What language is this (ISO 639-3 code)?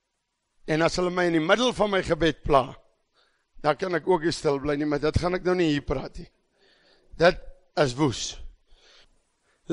afr